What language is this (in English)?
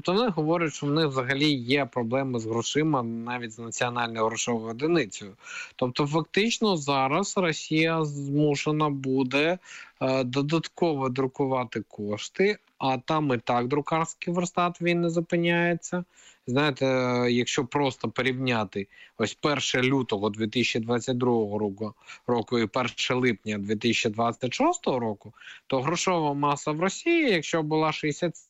Ukrainian